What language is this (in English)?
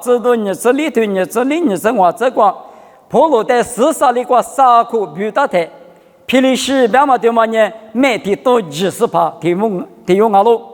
Lisu